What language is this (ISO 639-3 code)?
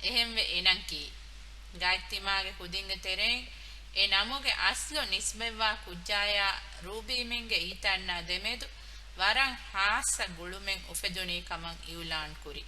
div